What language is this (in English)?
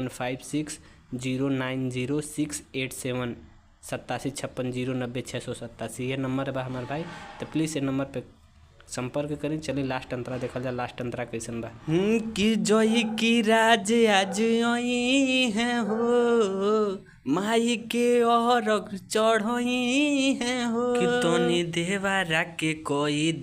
Bhojpuri